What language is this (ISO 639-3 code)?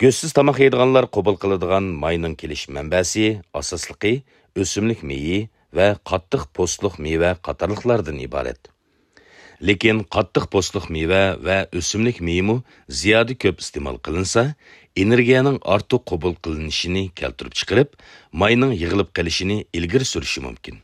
uig